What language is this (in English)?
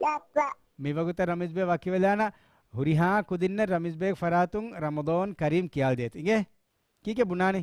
Divehi